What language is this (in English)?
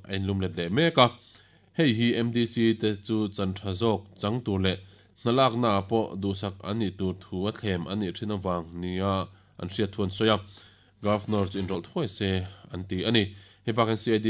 Mizo